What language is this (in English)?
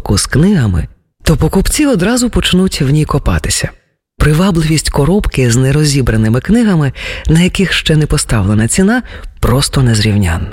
Ukrainian